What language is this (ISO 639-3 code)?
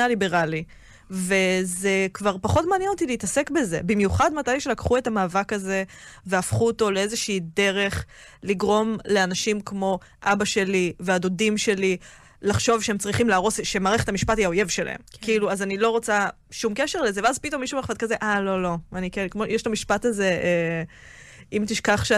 heb